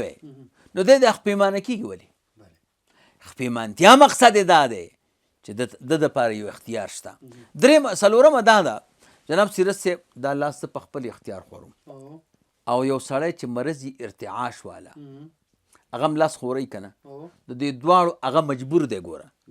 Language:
Pashto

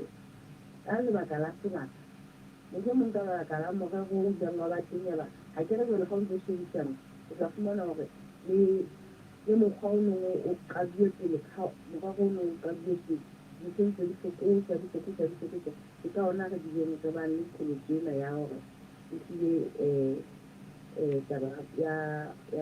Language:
Southern Sotho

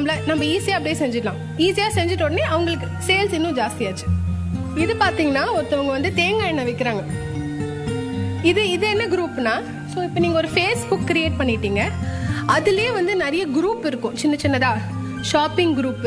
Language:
Tamil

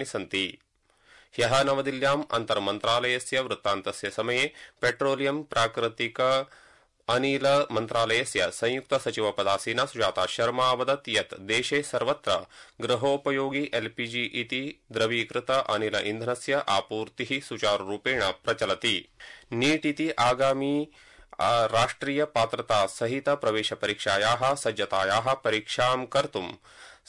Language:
Sanskrit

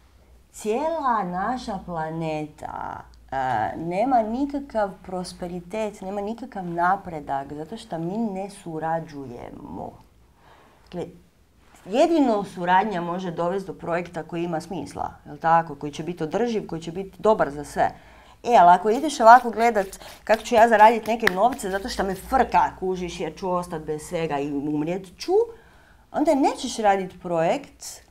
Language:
Croatian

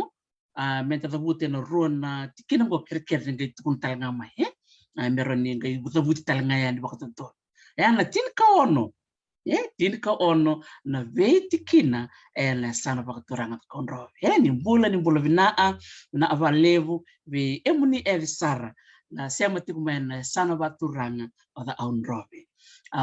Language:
Fijian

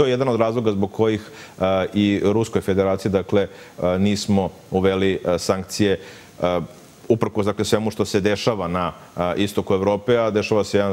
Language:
Serbian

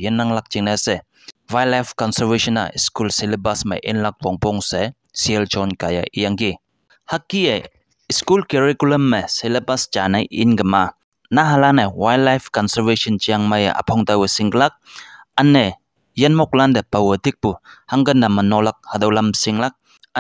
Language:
Konyak Naga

